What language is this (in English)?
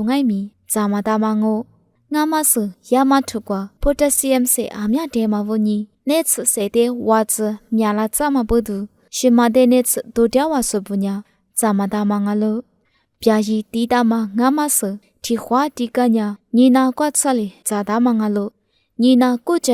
Lisu